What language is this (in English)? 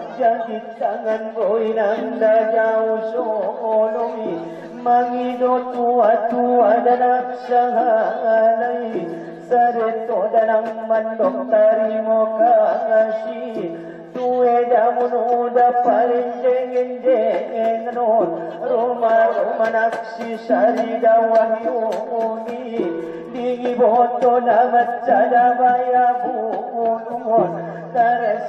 Batak Angkola